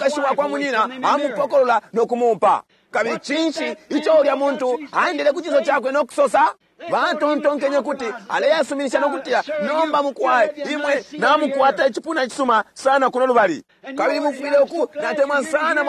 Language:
Bemba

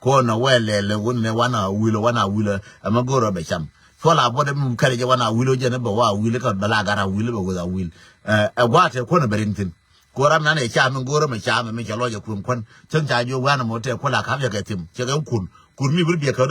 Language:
Nuer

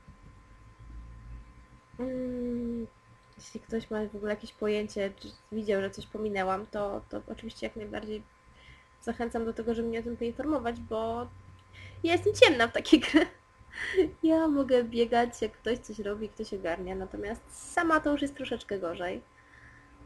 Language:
Polish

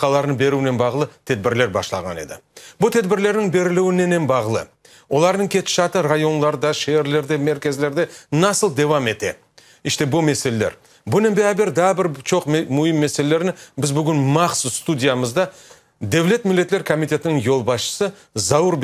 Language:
Crimean Tatar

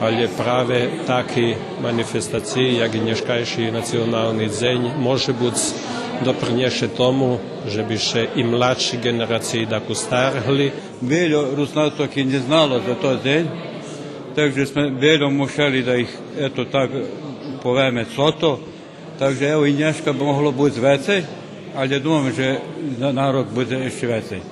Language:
Rusyn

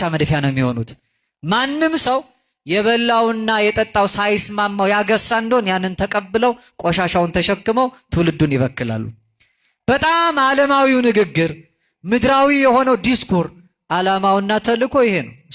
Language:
Amharic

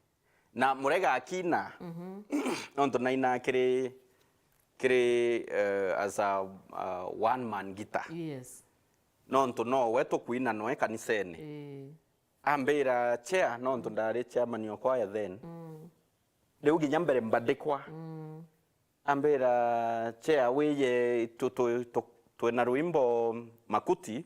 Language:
Meru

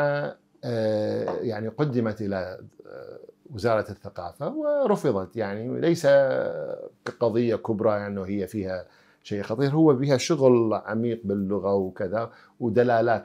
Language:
Mesopotamian Arabic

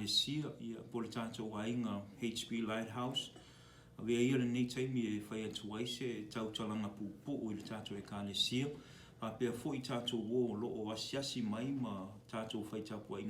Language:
Samoan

